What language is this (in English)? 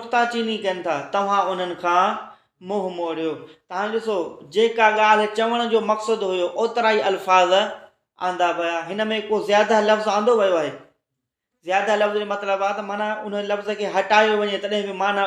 Sindhi